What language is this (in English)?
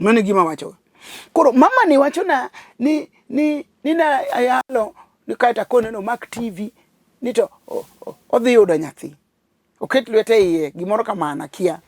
Luo (Kenya and Tanzania)